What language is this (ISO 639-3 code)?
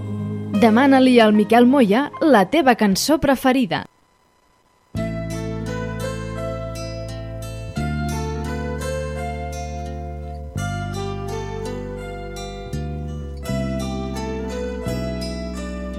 cat